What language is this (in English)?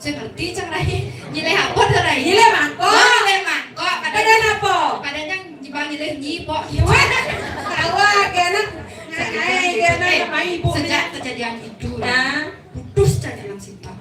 Balinese